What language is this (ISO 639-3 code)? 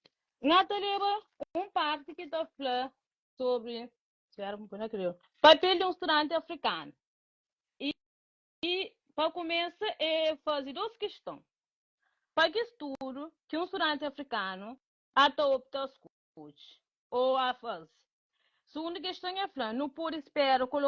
kea